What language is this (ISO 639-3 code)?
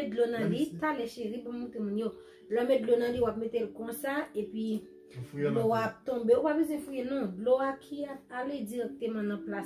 hat